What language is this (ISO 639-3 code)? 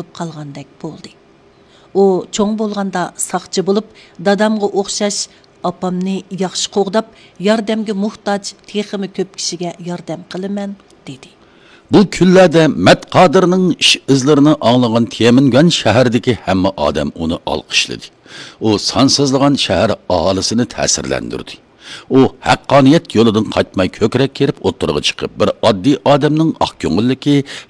uig